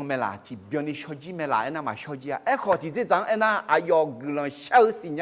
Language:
Akha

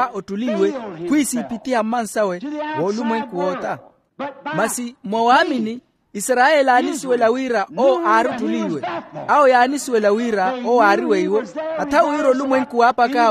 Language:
Makhuwa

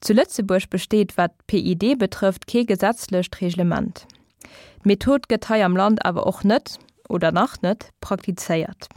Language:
Luxembourgish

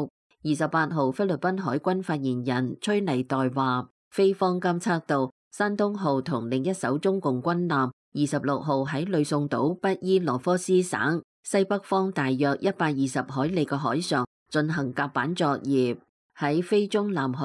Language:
Cantonese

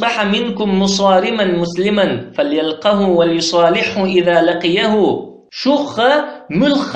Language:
Chechen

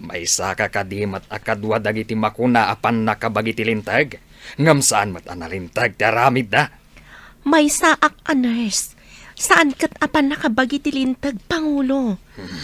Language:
Iloko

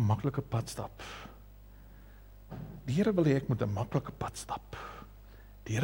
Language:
Afrikaans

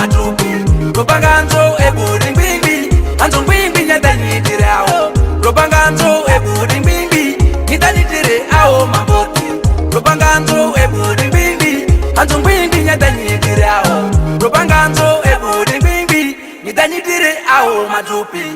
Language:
Ma'di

